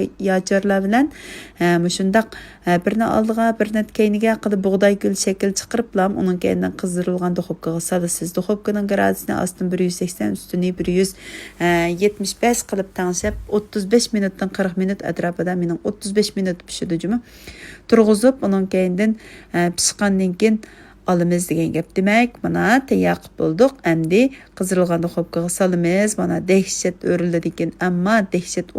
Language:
Uyghur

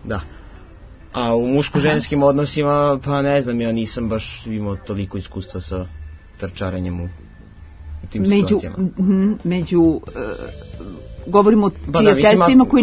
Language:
Serbian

